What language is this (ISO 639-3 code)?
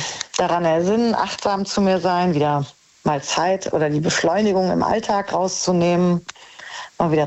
deu